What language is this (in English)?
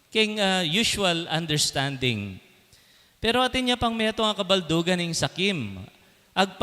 Pampanga